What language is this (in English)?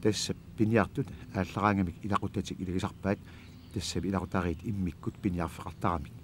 Kalaallisut